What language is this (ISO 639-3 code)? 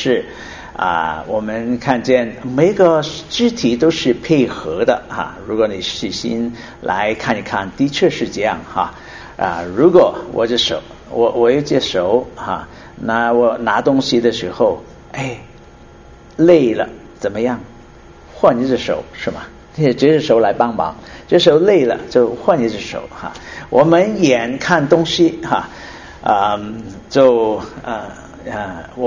zho